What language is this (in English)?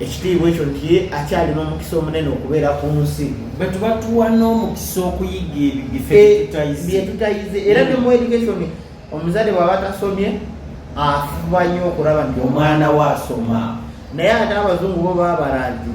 Ganda